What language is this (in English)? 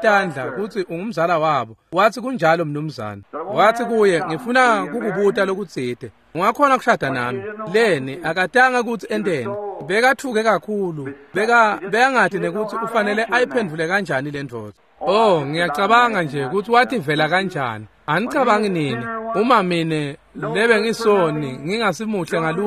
Swati